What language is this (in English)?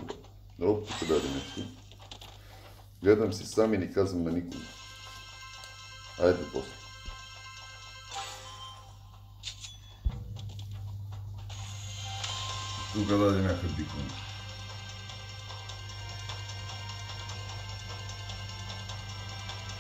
Bulgarian